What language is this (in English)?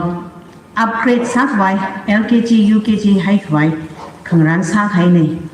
Tangkhul Naga (India)